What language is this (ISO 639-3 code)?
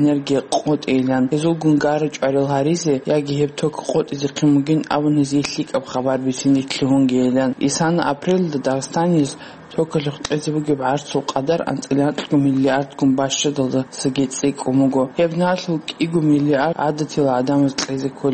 ava